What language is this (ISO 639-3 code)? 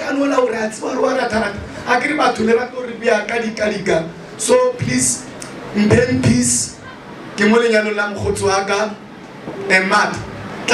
nso